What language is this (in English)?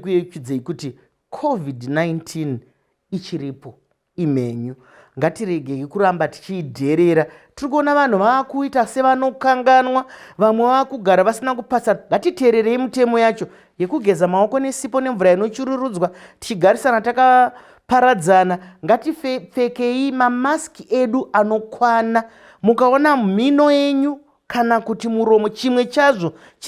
Shona